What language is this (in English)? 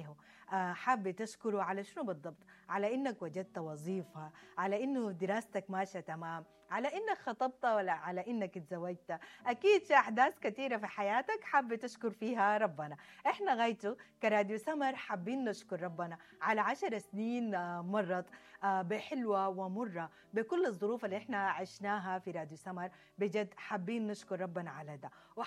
Sudanese Arabic